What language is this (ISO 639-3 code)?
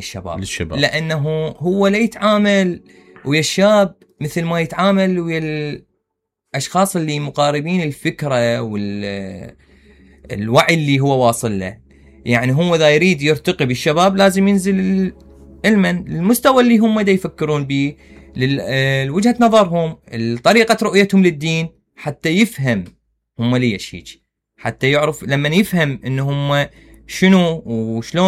acm